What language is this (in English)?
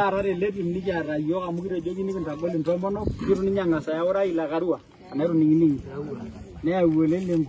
Masai